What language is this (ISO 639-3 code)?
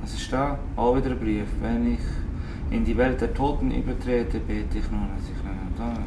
gsw